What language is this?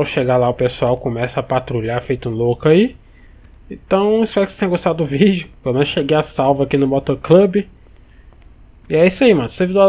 Portuguese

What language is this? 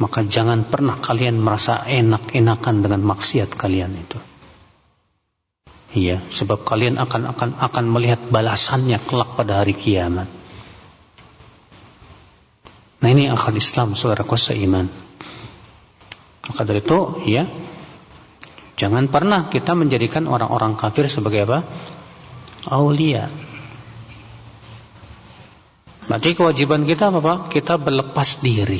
Indonesian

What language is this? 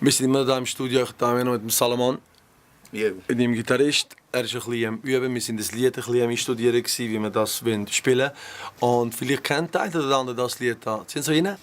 Swiss German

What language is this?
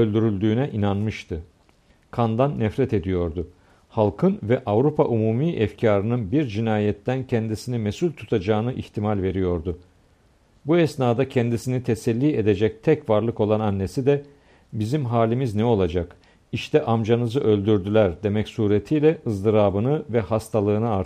Turkish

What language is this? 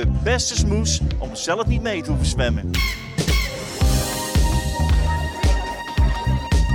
Dutch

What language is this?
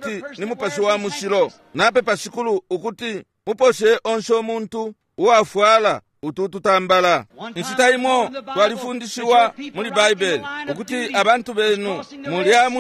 Bemba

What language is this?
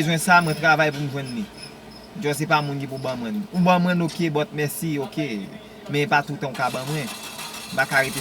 Haitian Creole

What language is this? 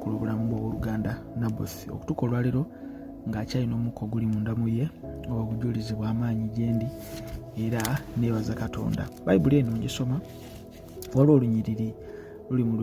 Ganda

